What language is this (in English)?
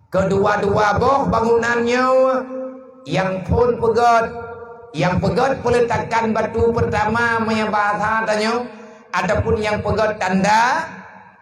Achinese